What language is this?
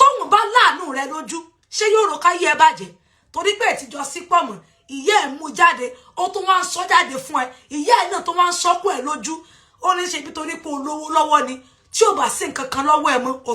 Yoruba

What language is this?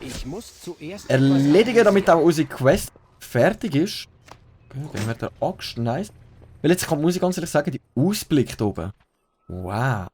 Swiss German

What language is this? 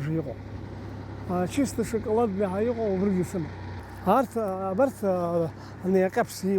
Abkhazian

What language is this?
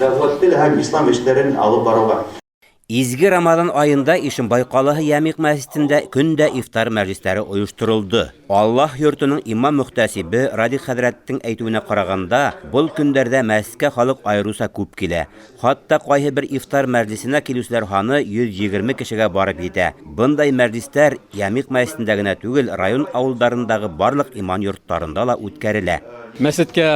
Bashkir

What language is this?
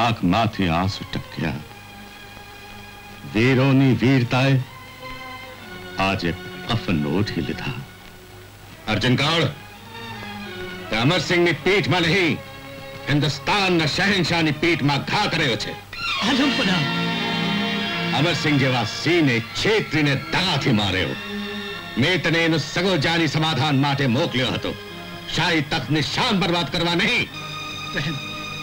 Gujarati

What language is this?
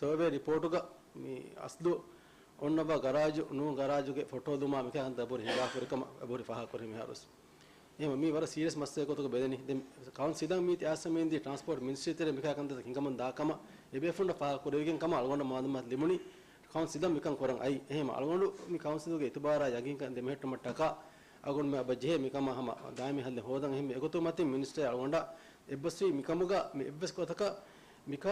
Divehi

